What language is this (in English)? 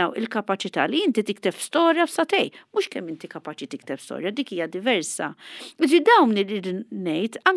Maltese